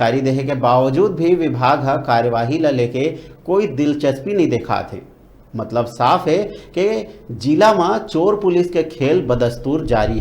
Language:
Chhattisgarhi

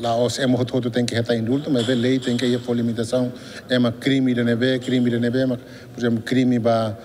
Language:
Tetum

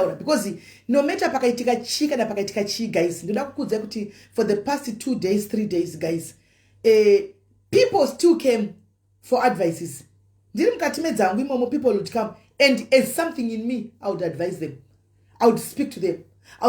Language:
Shona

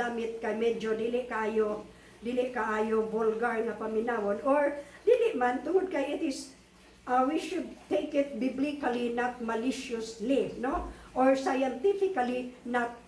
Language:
Cebuano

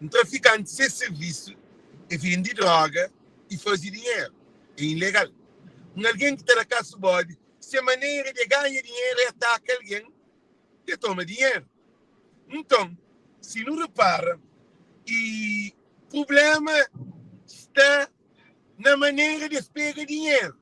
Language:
Kabuverdianu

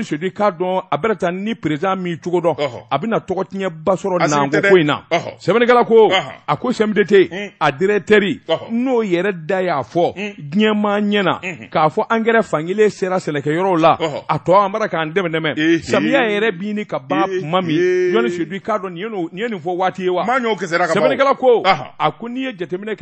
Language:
Bambara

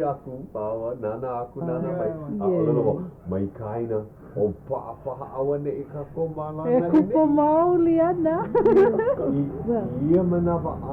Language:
Hawaiian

